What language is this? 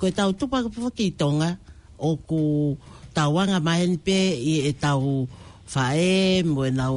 Tongan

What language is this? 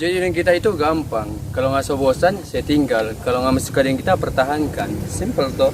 Manado Malay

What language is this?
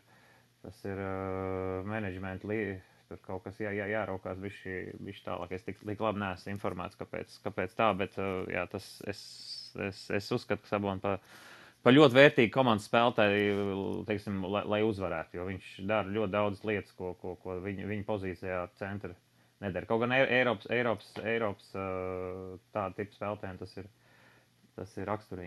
Latvian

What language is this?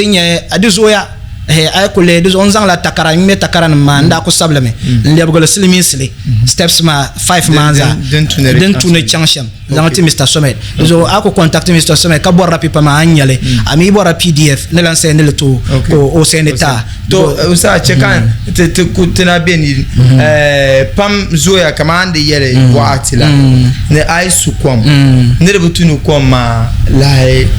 Dagbani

